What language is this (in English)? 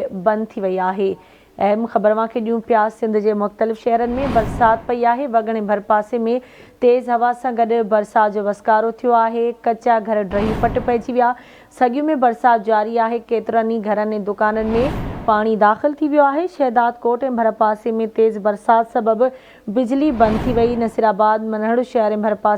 Sindhi